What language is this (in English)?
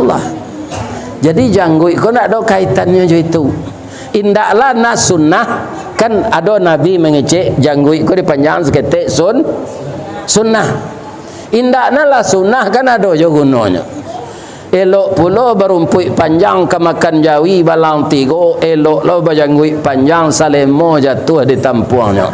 Minangkabau